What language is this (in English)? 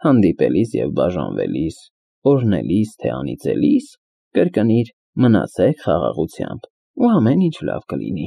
Armenian